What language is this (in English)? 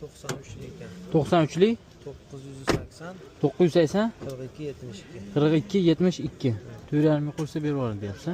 Uzbek